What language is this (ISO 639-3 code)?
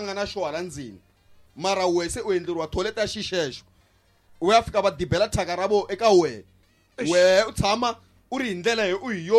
tso